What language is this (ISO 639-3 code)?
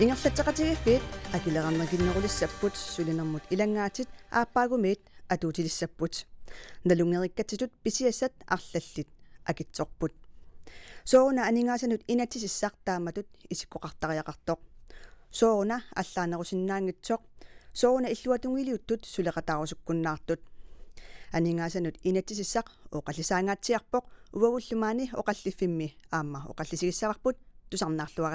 kal